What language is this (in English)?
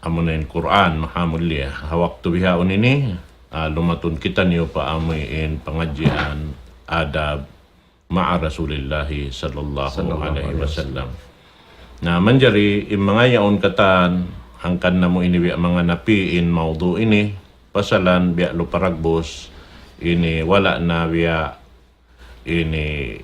Tausug